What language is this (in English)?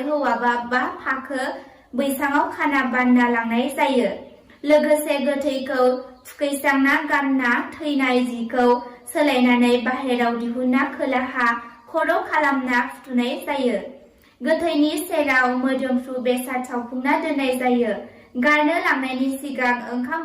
Bodo